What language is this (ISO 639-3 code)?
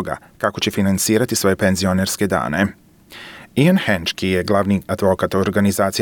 hrv